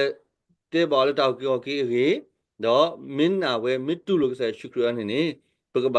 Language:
S'gaw Karen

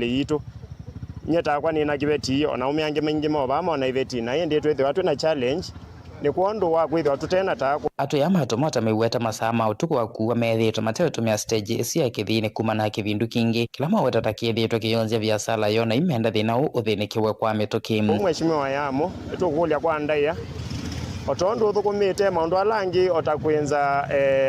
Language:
Kamba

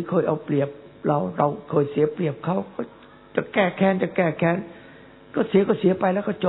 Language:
Thai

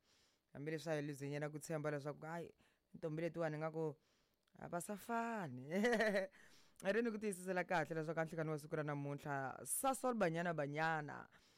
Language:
Tsonga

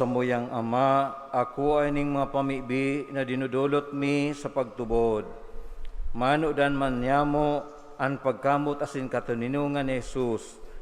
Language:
Bikol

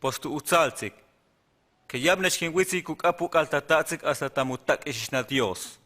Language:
Huastec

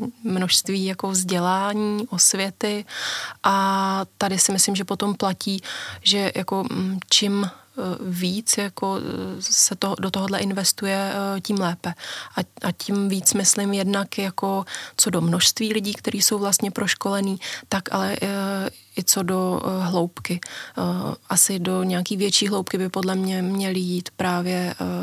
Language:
Czech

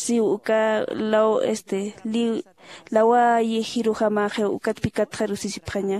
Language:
Aymara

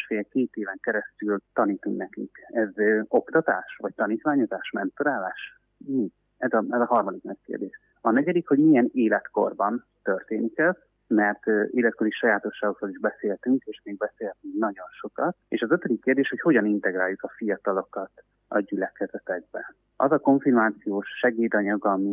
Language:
Hungarian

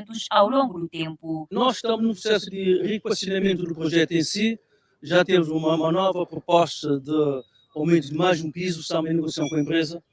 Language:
Kabuverdianu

